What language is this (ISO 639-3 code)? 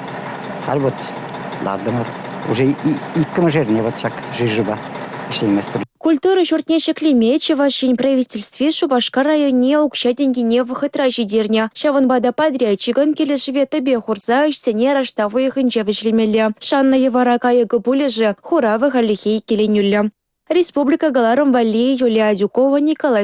chv